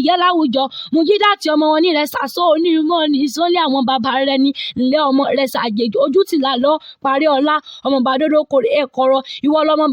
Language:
Yoruba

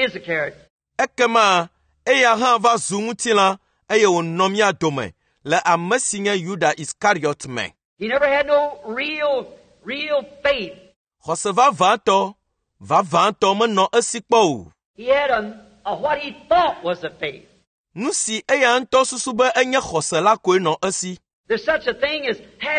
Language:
Ewe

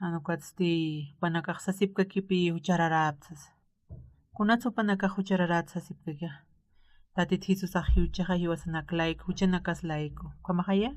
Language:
Aymara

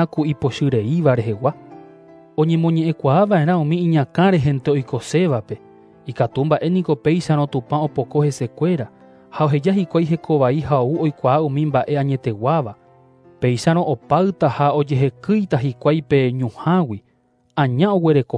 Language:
Guarani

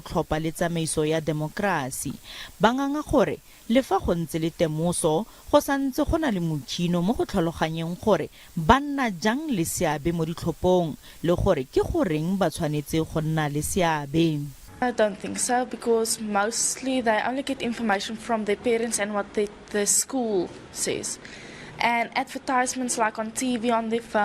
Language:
Tswana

